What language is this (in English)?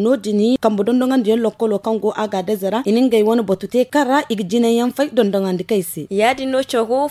Zarma